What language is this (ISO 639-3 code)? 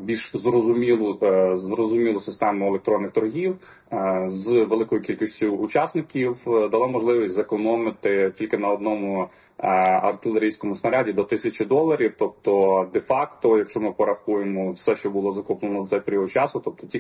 ukr